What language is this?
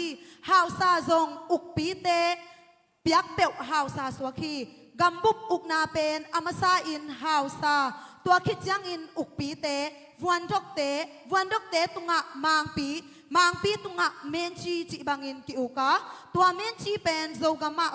Tedim Chin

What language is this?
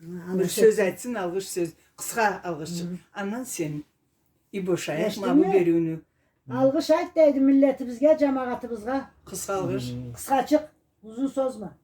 Karachay-Balkar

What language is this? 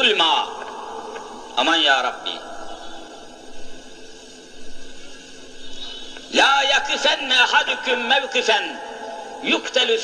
Turkish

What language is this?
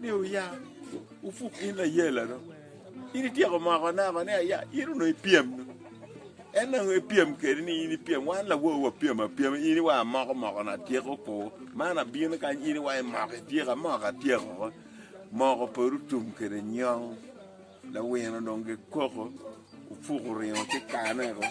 Acoli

